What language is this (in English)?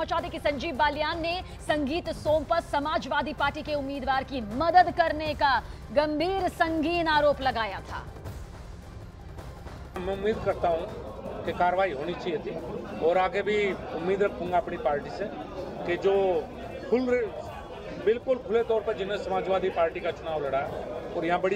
Hindi